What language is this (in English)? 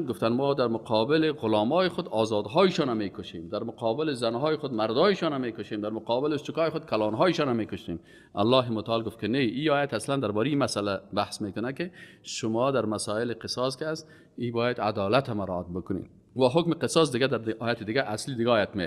Persian